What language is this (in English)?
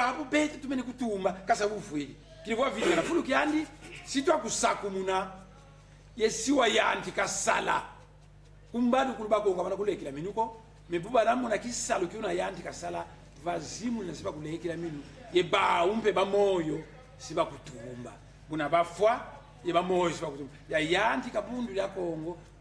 Kongo